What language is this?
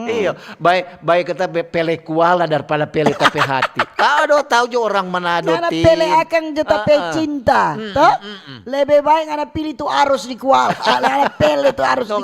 Manado Malay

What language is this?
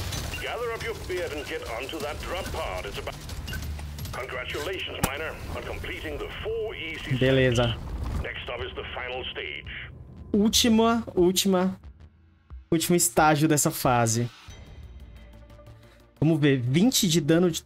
Portuguese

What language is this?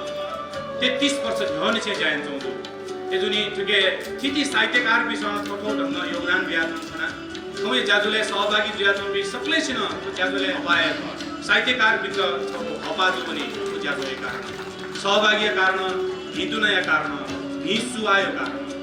Newari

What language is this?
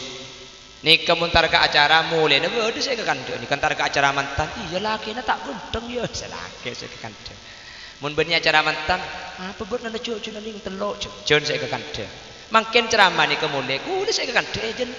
Madurese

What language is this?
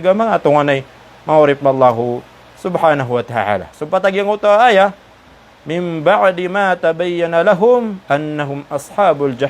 Maranao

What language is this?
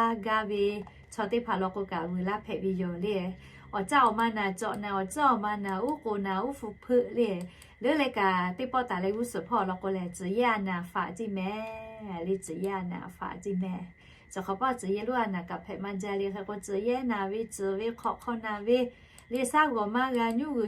Lahu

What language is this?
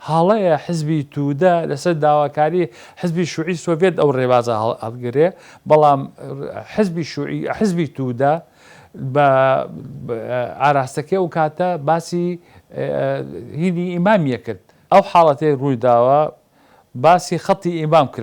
Central Kurdish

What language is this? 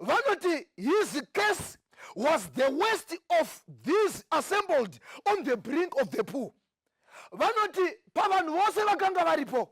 Shona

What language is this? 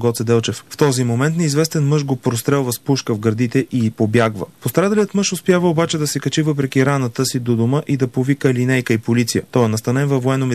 Bulgarian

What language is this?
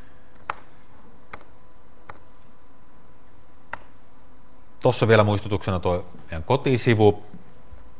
Finnish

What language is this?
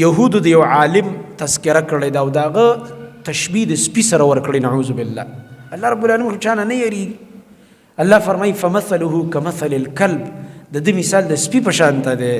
Pashto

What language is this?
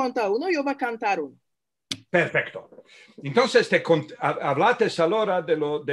Ladino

